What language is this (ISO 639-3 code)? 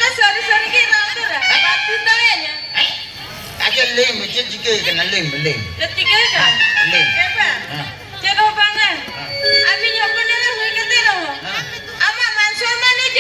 sat